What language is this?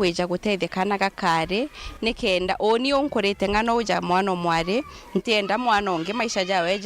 Meru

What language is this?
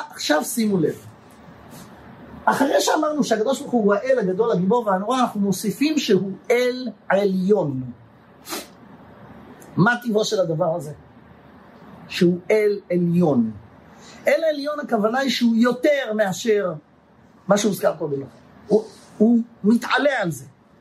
Hebrew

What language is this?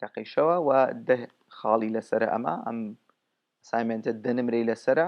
Central Kurdish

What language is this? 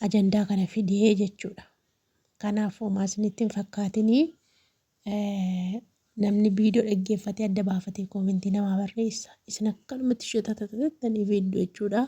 Oromo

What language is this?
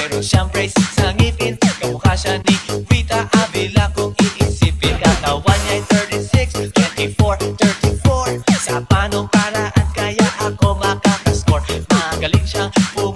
Filipino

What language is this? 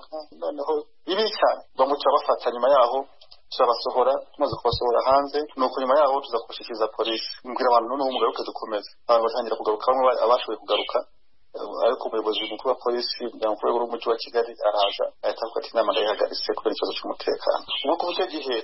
Kinyarwanda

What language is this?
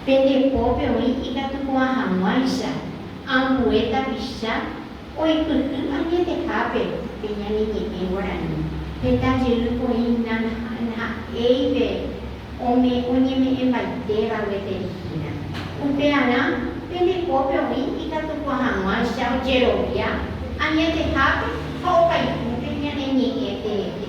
Guarani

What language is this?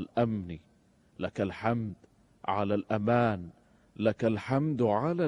Gulf Arabic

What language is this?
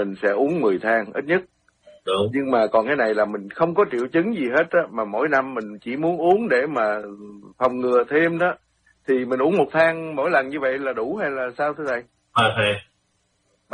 Vietnamese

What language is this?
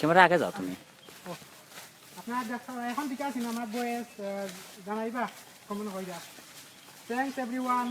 Sylheti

